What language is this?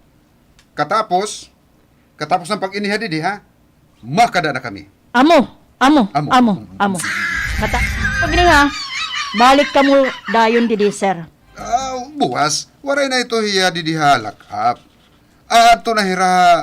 Waray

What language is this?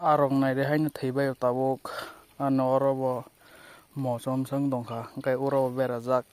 Kok Borok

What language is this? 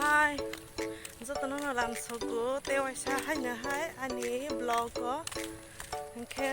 Kok Borok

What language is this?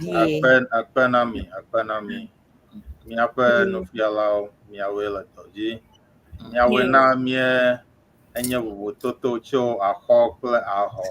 Ewe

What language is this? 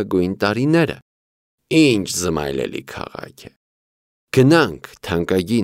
Armenian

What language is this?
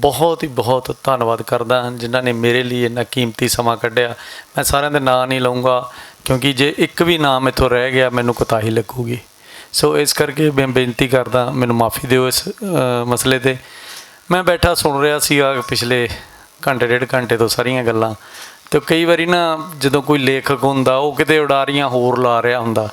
Western Panjabi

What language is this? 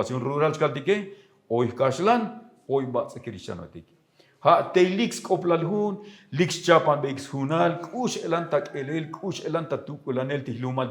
Tzotzil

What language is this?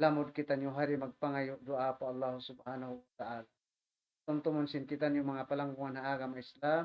Tausug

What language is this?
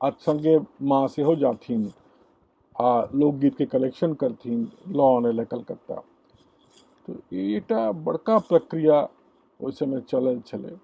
Maithili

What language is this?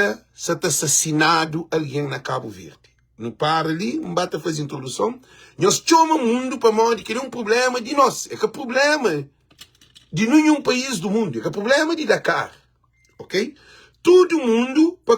Kabuverdianu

